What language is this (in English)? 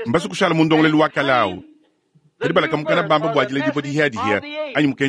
Luba-Lulua